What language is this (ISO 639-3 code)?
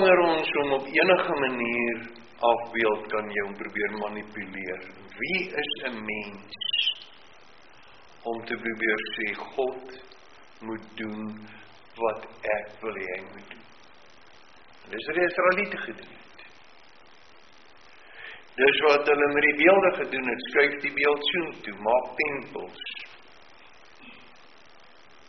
afr